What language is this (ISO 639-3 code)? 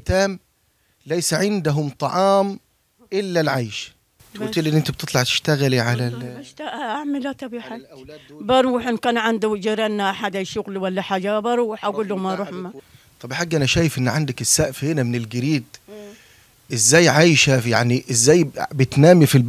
arz